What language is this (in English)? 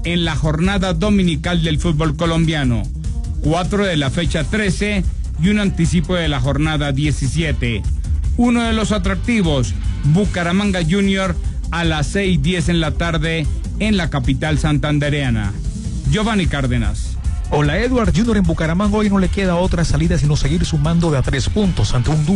Spanish